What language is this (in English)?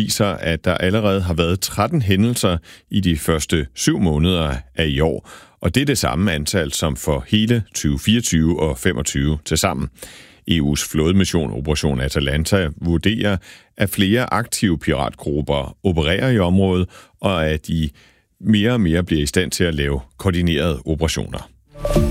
Danish